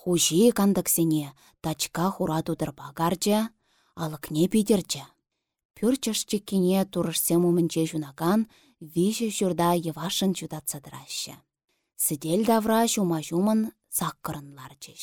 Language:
Chuvash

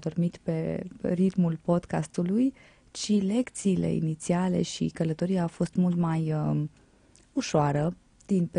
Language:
Romanian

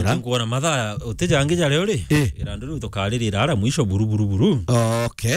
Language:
Meru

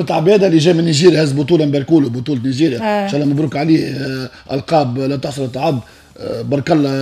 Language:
Tunisian Arabic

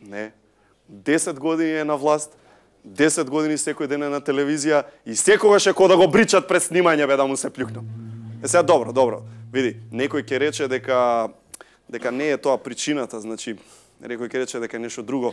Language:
Macedonian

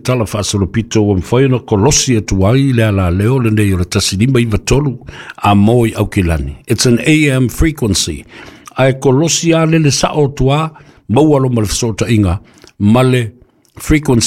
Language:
Samoan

